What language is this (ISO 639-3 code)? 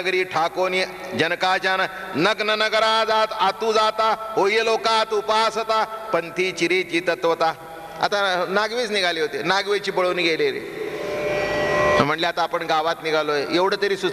mar